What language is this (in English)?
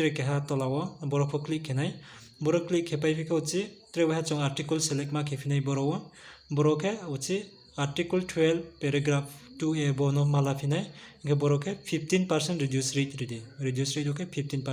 Riang (India)